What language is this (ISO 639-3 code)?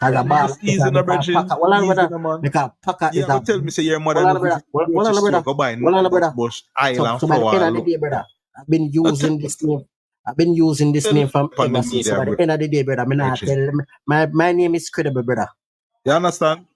jam